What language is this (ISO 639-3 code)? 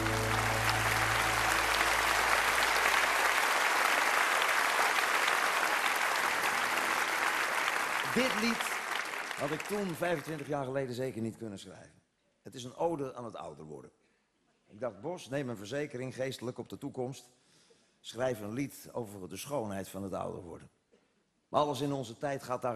nld